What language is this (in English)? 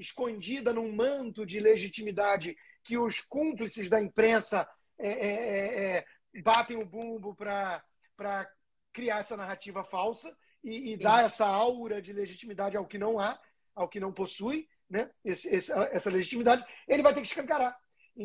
Portuguese